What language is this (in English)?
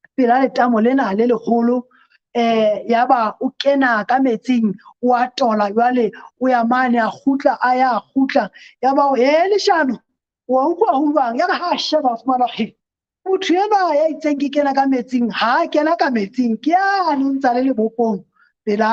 Southern Sotho